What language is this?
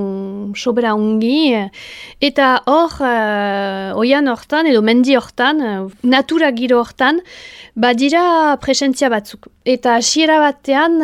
Basque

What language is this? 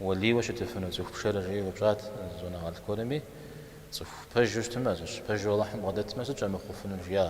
Kabardian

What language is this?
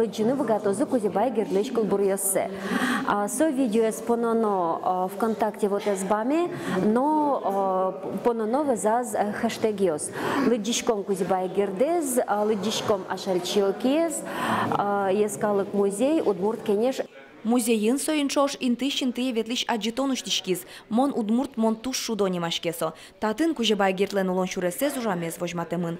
Udmurt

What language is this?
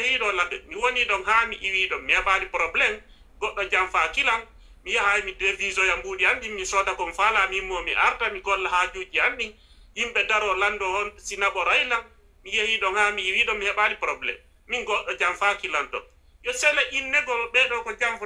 Fula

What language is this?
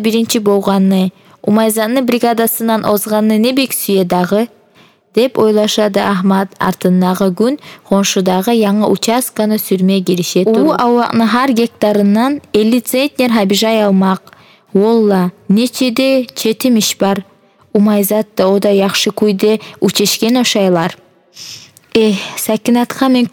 Kumyk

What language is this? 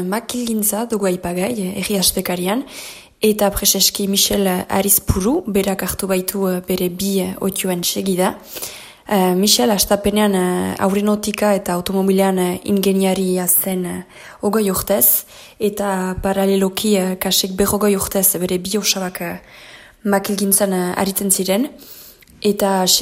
Basque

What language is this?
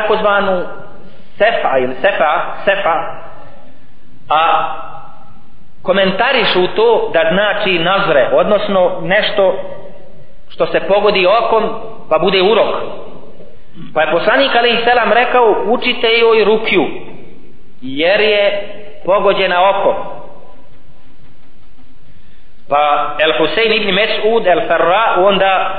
Bosnian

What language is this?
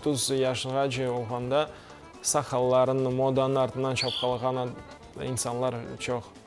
Crimean Tatar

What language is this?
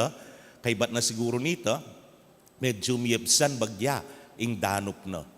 Pampanga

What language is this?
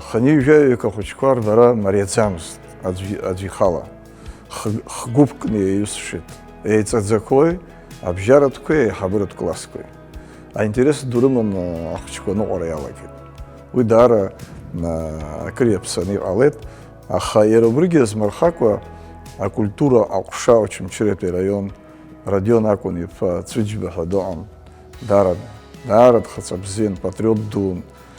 Abkhazian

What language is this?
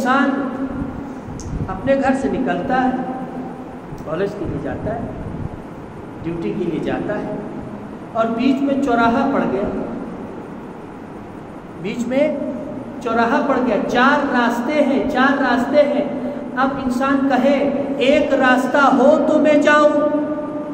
Urdu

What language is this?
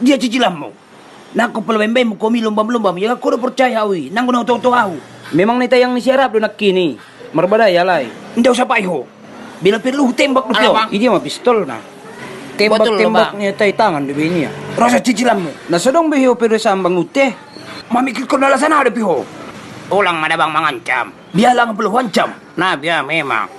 Batak Toba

